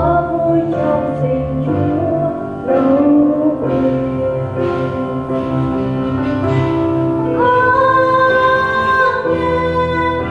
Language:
Vietnamese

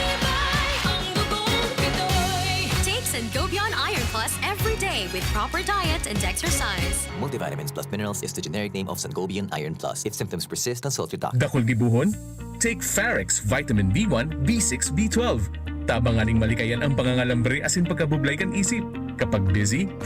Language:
Bikol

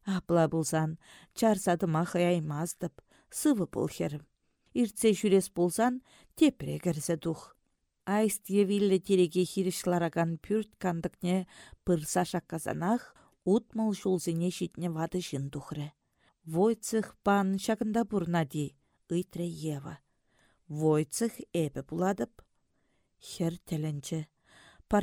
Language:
Chuvash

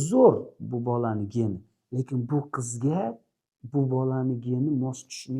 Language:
Uzbek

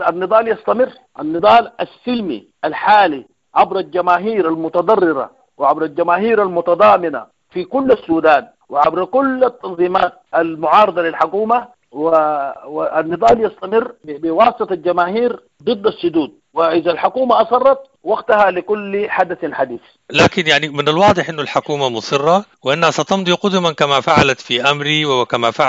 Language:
Sudanese Arabic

